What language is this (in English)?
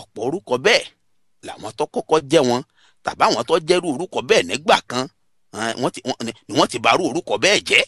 Yoruba